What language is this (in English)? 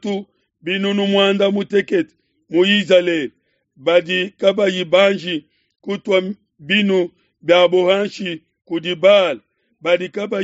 Luba-Lulua